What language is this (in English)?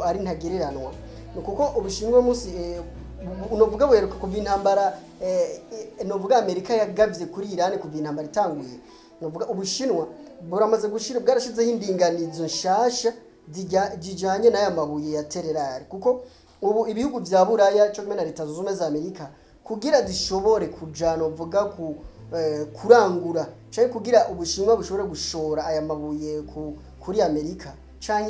Rundi